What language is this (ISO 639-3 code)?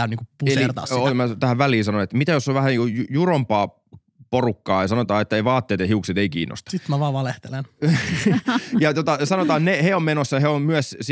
fin